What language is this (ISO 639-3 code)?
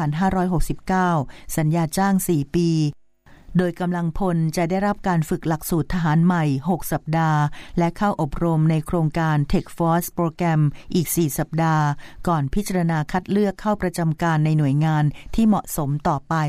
tha